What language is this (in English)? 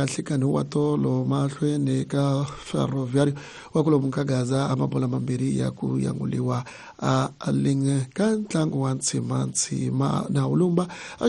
Tsonga